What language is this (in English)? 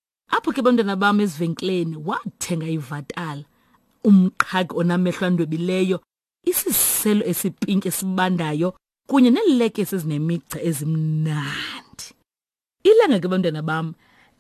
Xhosa